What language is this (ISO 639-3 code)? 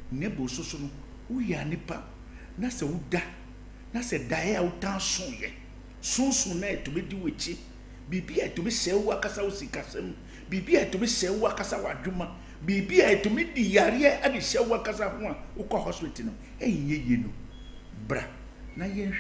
aka